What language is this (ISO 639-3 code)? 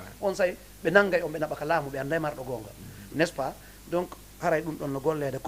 ful